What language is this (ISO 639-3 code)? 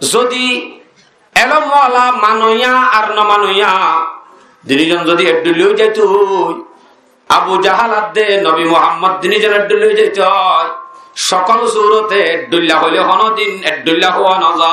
rhg